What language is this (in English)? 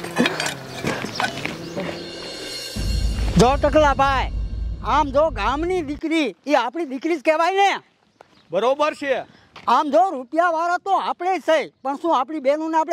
Gujarati